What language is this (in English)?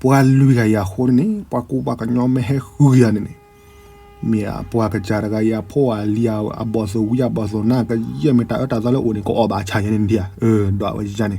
S'gaw Karen